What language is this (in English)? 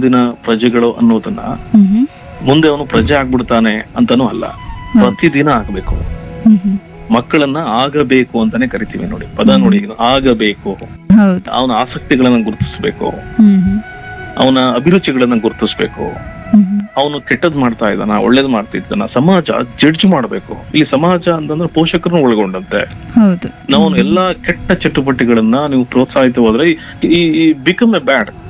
Kannada